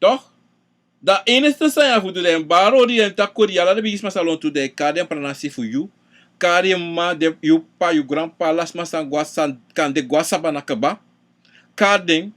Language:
Sranan Tongo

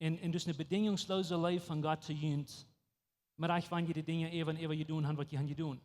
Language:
Plautdietsch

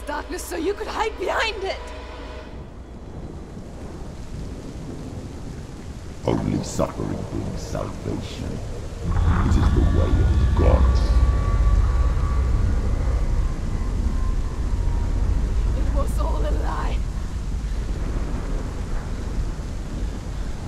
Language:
English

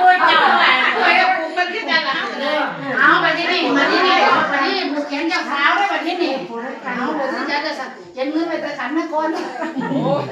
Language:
Lao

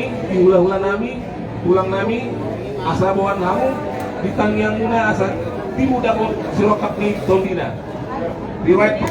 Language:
Batak Toba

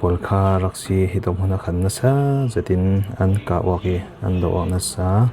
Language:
Falam Chin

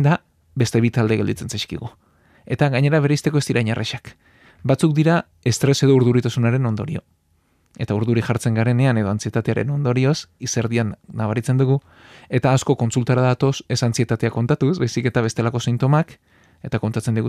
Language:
Basque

